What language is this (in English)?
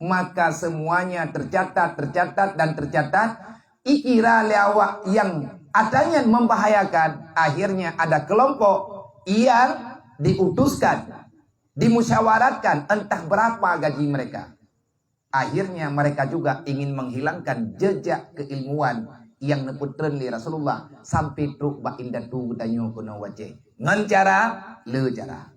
Achinese